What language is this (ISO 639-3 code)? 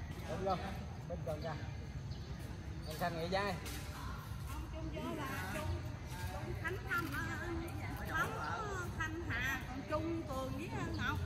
vie